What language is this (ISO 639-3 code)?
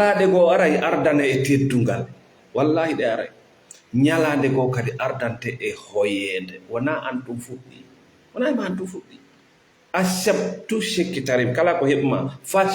ful